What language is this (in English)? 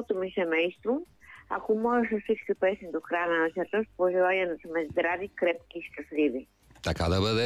Bulgarian